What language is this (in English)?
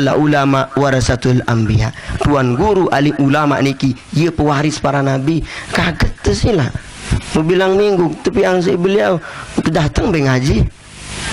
Sasak